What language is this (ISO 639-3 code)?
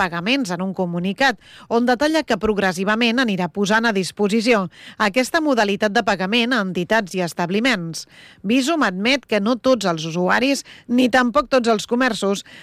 cat